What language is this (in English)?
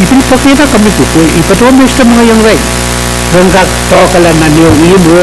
Pohnpeian